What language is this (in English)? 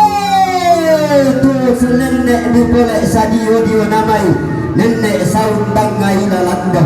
Toraja-Sa'dan